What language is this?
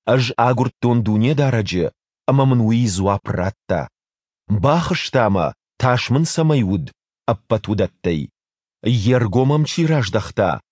Ossetic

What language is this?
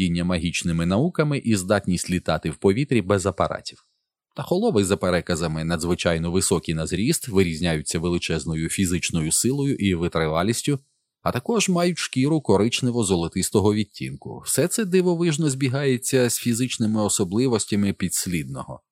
Ukrainian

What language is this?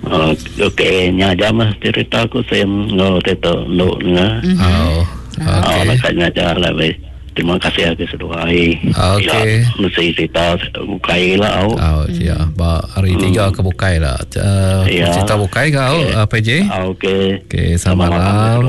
Iban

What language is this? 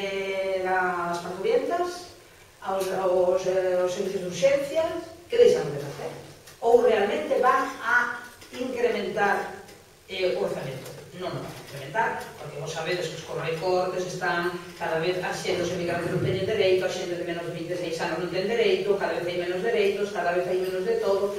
Galician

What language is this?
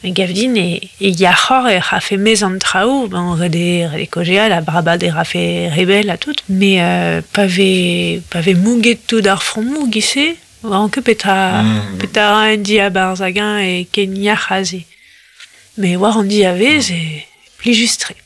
Breton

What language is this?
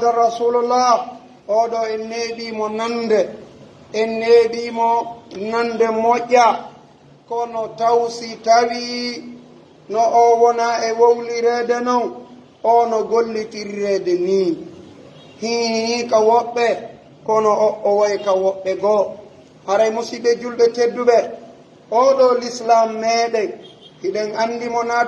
Pular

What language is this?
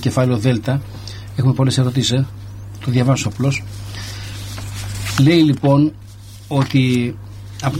Greek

